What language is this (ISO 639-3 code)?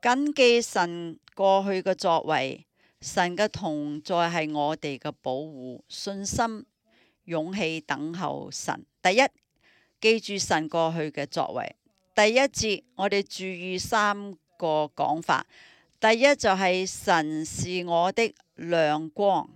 yue